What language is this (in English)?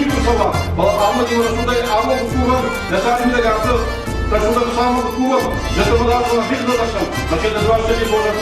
Ossetic